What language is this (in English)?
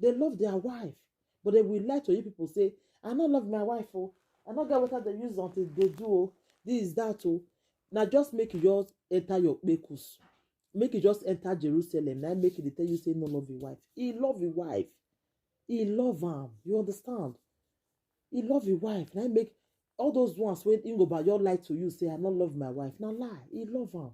Nigerian Pidgin